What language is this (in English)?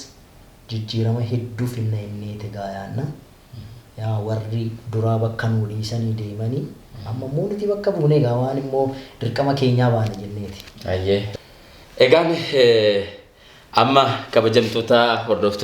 Oromo